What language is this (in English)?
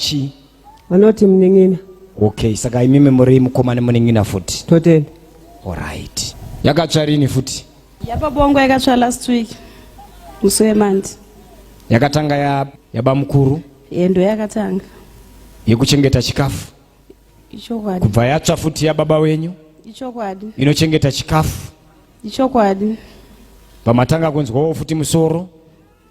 Shona